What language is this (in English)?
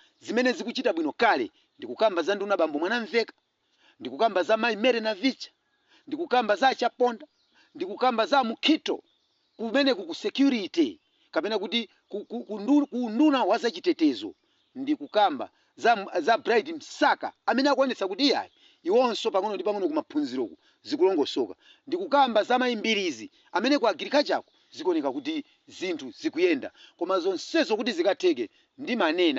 Nyanja